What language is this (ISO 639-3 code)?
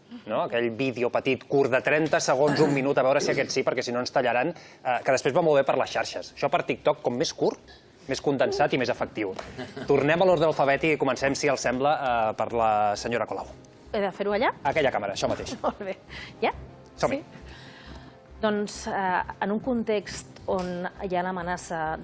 cat